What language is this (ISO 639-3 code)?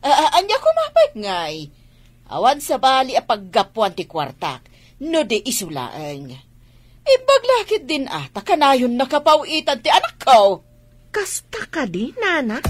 ilo